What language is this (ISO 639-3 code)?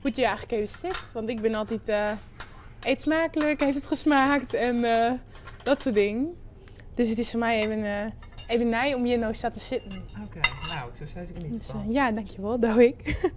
fry